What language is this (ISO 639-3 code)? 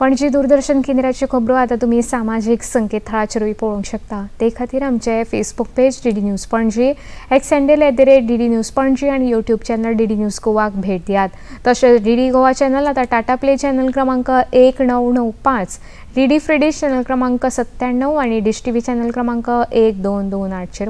kok